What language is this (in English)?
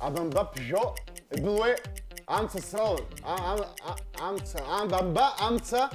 Abkhazian